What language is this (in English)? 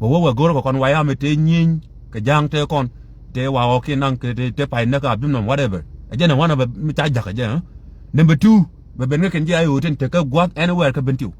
Nuer